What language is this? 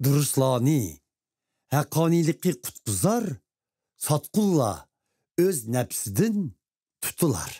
Uyghur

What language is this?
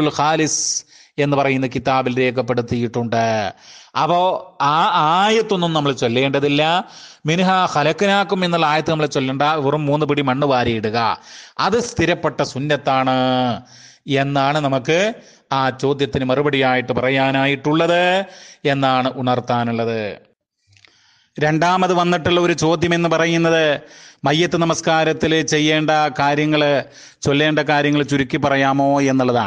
Malayalam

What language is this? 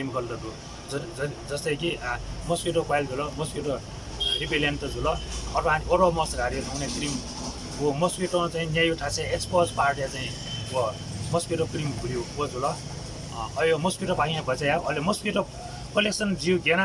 Newari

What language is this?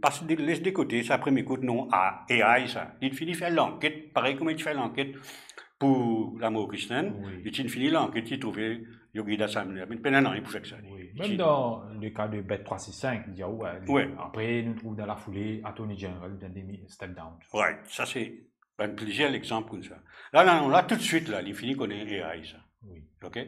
Morisyen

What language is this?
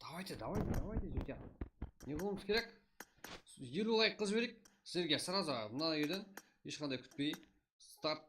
Kara-Kalpak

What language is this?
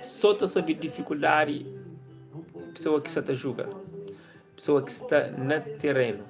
Kabuverdianu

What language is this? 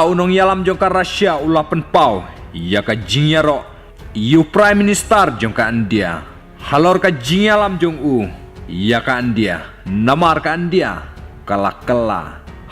Khasi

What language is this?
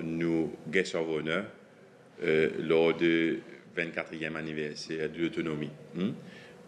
Morisyen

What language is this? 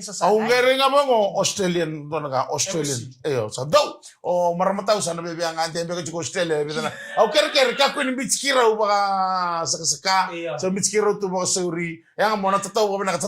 Fijian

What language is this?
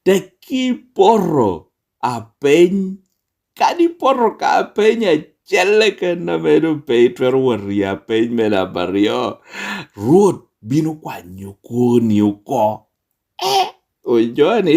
Lango (Uganda)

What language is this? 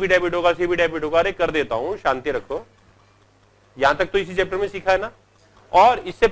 Hindi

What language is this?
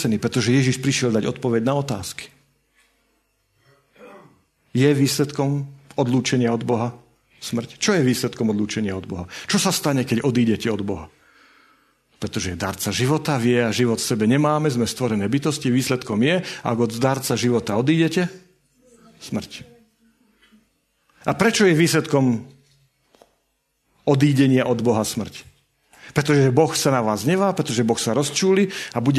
Slovak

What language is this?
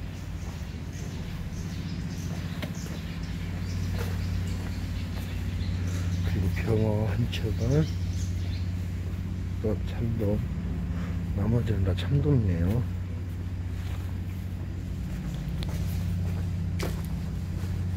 Korean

